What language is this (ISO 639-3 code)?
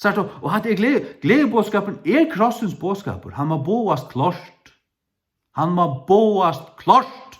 fao